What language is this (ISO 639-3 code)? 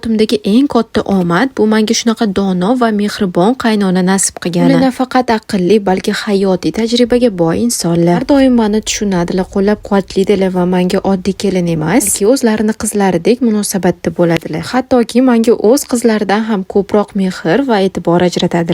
uzb